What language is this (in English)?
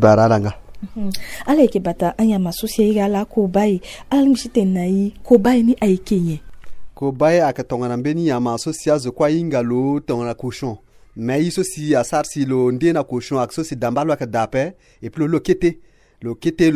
Sango